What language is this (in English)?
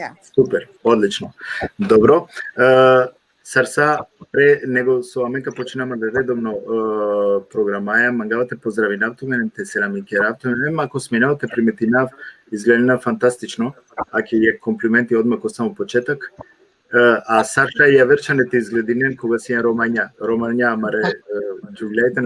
Balkan Romani